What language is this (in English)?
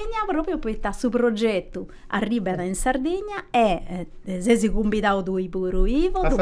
Sardinian